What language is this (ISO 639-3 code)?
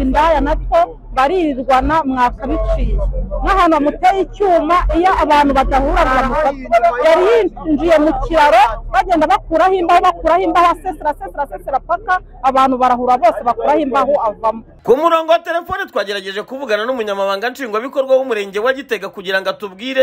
kin